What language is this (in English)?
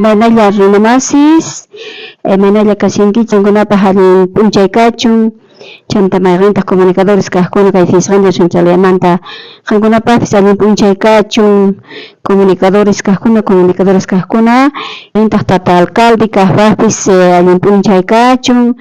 South Bolivian Quechua